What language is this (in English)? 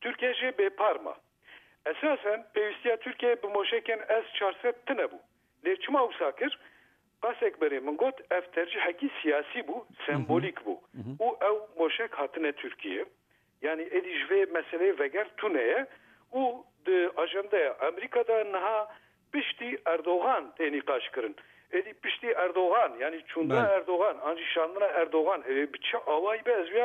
Kurdish